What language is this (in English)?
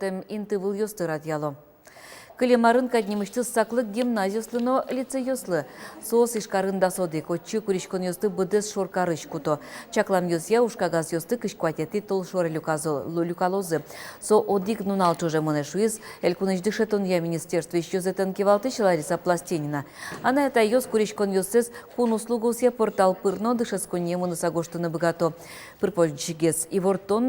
Udmurt